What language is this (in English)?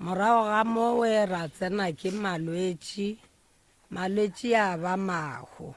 Northern Sotho